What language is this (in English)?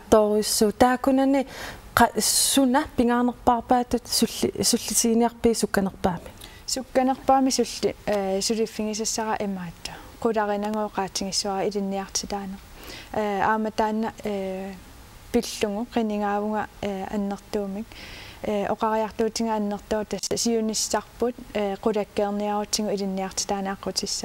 Kalaallisut